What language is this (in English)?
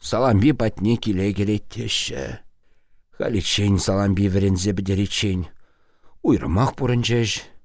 Chuvash